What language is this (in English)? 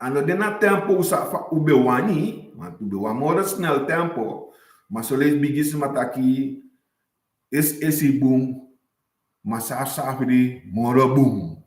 Sranan Tongo